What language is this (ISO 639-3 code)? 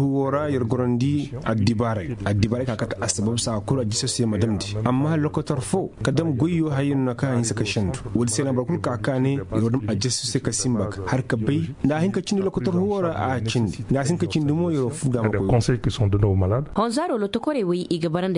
ses